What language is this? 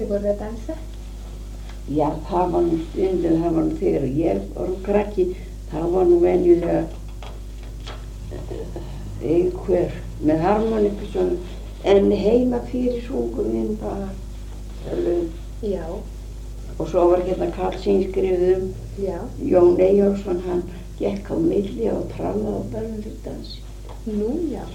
Icelandic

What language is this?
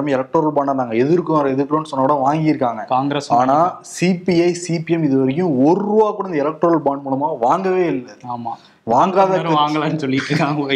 Tamil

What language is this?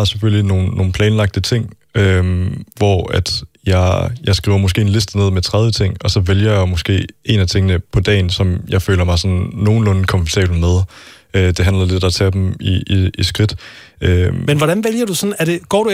Danish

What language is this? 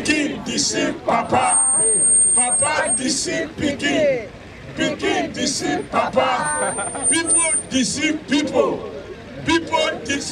Nigerian Pidgin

